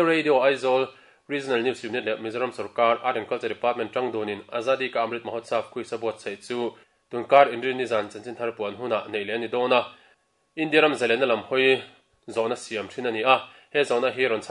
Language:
Mizo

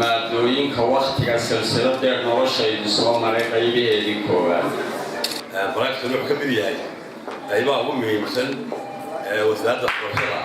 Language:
Somali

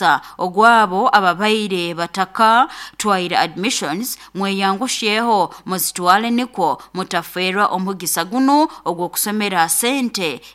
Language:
Nyoro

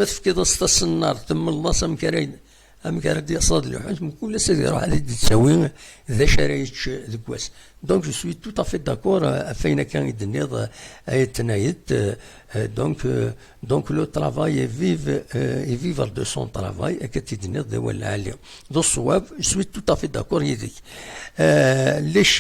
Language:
Kabyle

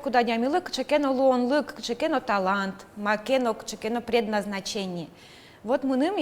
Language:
Udmurt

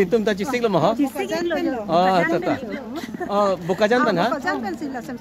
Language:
Karbi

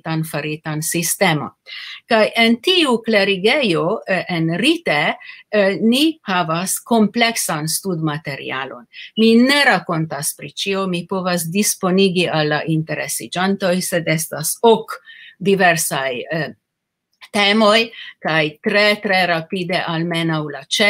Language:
Esperanto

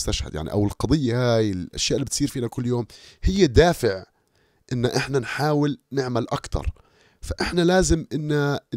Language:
North Levantine Arabic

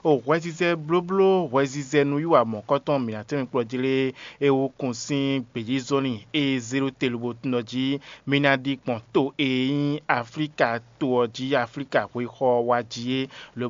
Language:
Fon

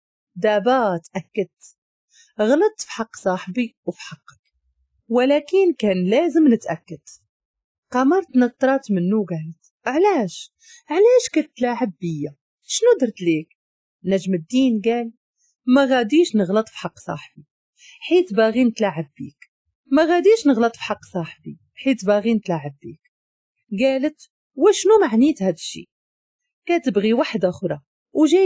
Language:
Moroccan Arabic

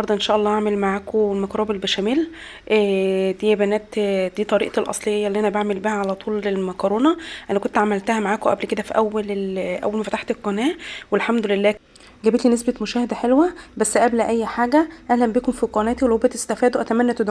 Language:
Egyptian Arabic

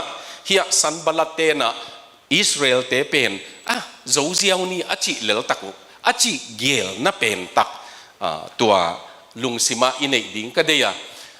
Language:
Tedim Chin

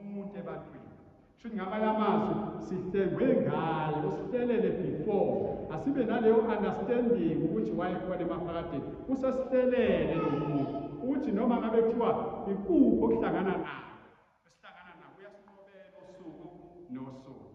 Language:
Zulu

